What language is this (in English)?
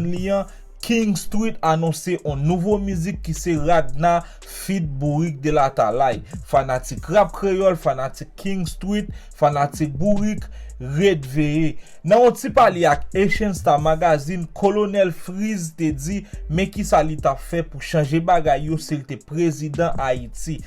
Haitian Creole